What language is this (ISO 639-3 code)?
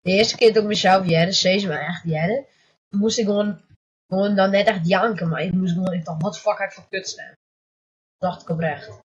fry